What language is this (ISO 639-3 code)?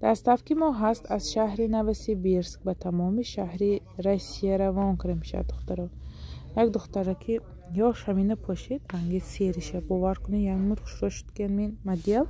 tgk